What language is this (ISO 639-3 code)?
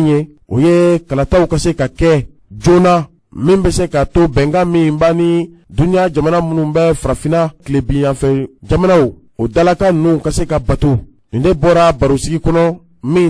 bam